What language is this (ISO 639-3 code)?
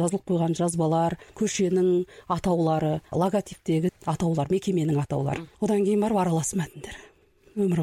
kaz